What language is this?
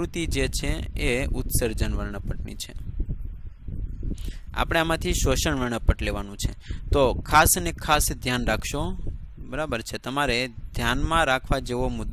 Gujarati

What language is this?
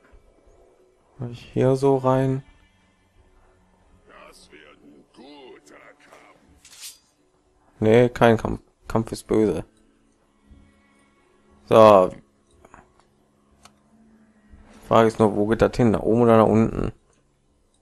German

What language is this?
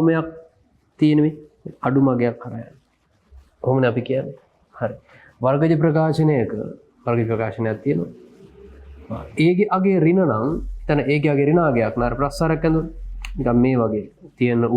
Sinhala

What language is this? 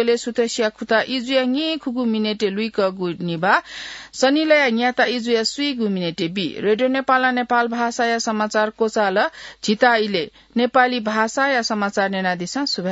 Newari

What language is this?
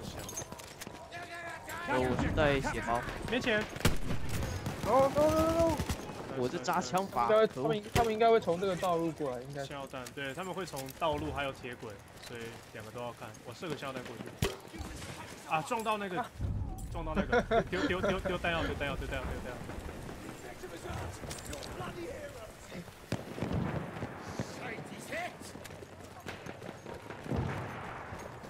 Chinese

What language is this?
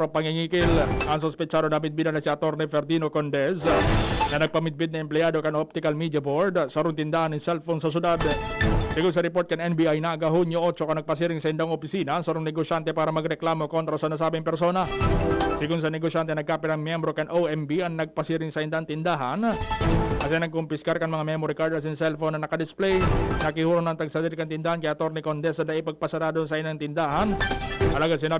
Bikol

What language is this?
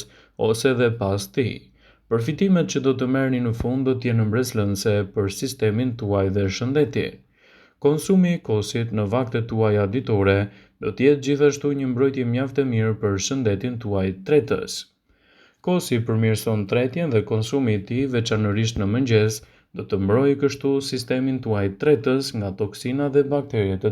Albanian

